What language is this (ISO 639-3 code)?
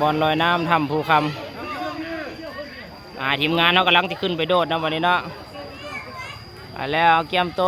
lao